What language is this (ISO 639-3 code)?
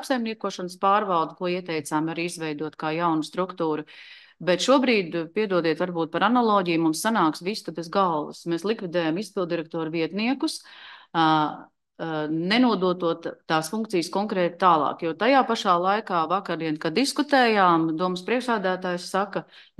lav